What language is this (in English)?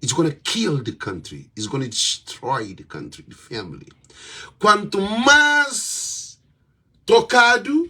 Kabuverdianu